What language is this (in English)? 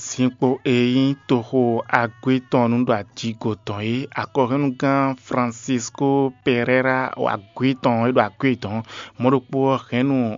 Fon